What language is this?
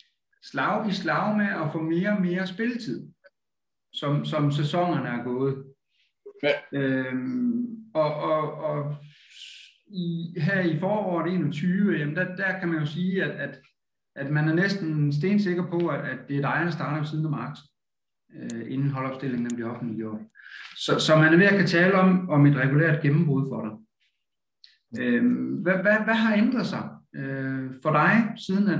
Danish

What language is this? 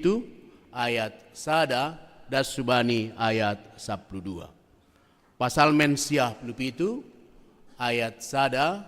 Batak Simalungun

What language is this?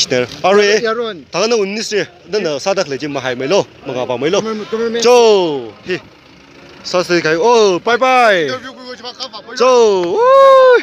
Tangkhul Naga (India)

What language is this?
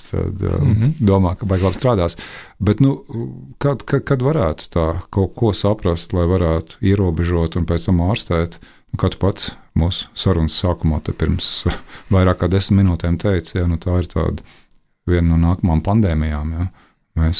Latvian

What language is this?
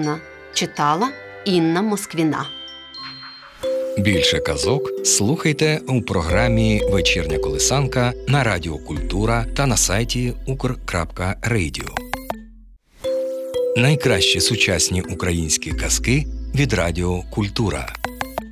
Ukrainian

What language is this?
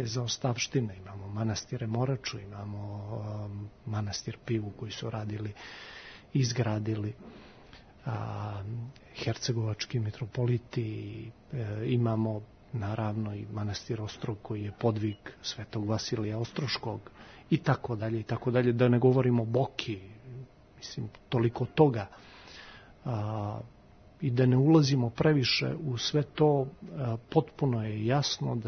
Serbian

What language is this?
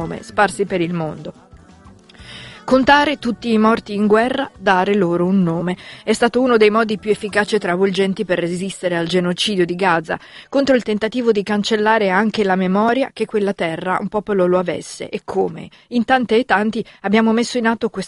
Italian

